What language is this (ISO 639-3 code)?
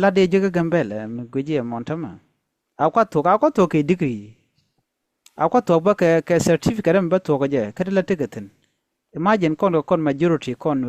nus